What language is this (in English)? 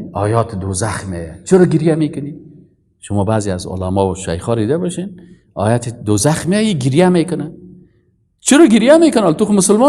Persian